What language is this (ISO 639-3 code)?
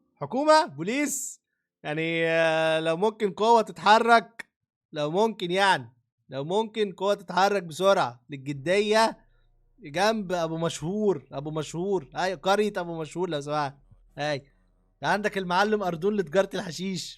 arz